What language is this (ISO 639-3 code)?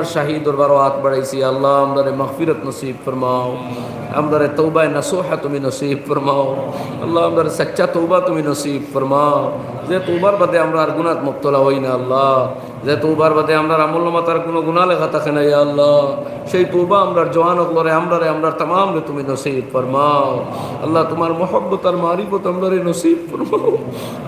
syl